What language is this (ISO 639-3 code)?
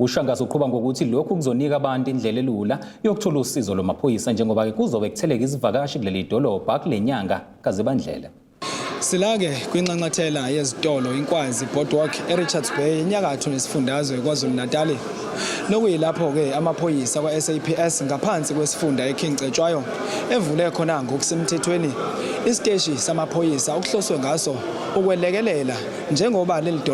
zul